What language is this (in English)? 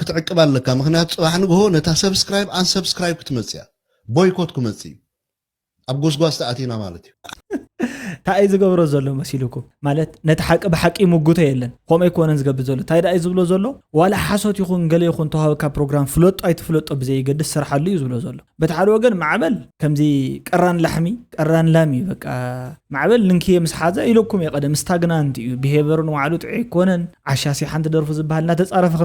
Tigrinya